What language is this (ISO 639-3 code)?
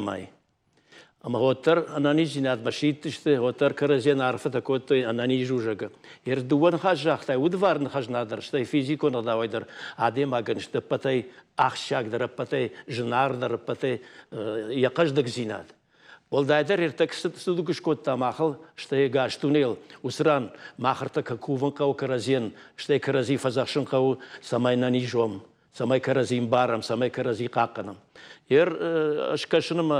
oss